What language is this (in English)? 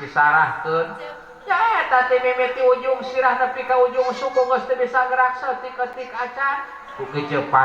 Sundanese